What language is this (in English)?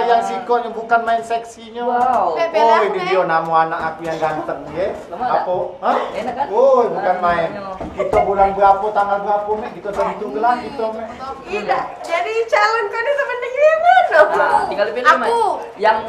Musi